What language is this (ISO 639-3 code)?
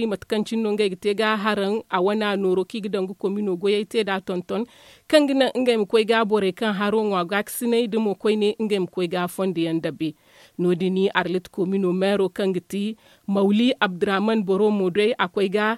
dje